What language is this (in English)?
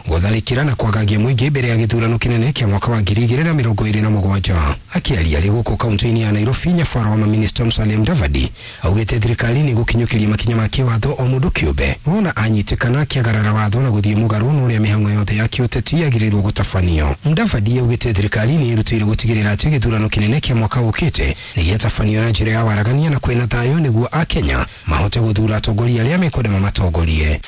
Kikuyu